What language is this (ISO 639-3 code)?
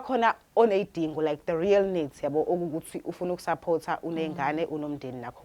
zul